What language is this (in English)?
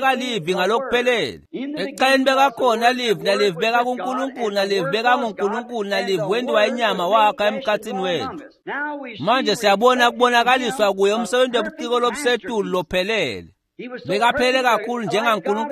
Swati